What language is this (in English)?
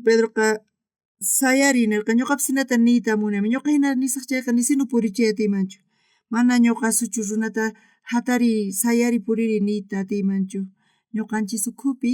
South Bolivian Quechua